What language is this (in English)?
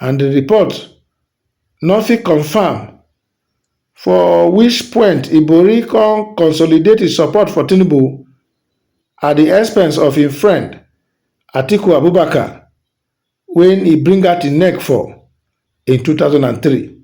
Nigerian Pidgin